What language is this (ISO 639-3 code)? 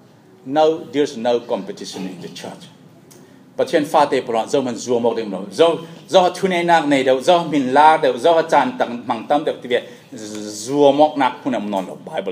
cfm